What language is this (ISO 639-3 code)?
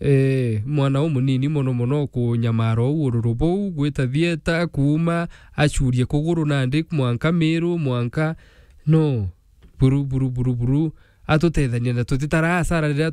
mer